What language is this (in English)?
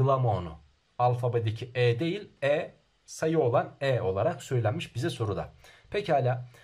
Turkish